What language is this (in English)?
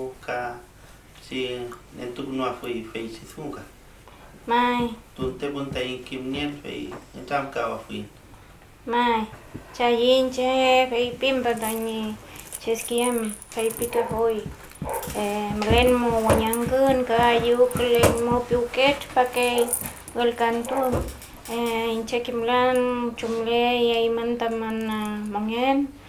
Mapuche